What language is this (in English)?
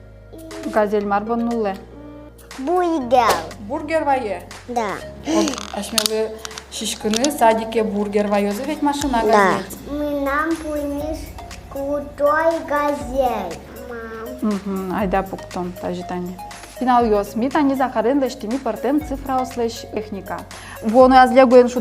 Udmurt